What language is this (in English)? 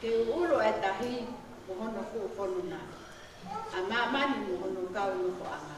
Tongan